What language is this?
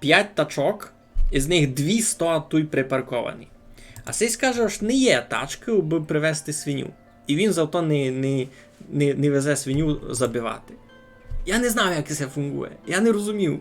Rusyn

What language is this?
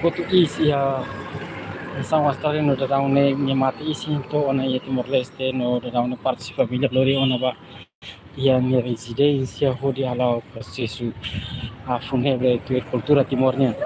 Tetum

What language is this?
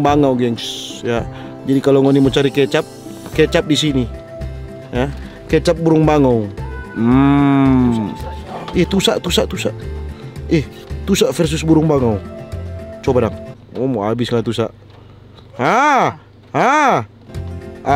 Manado Malay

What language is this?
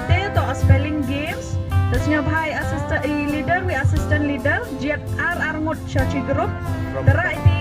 Khasi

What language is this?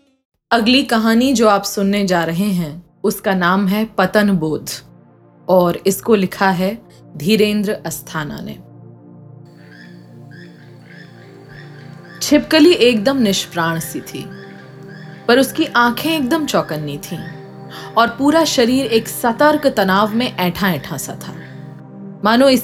Hindi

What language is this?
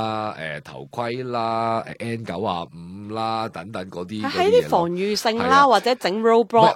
Cantonese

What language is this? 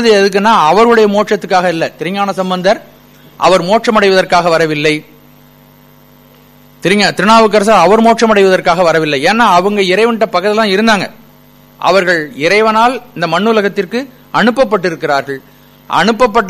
Tamil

